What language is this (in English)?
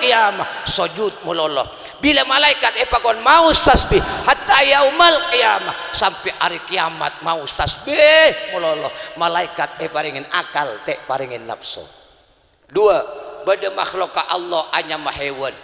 Madurese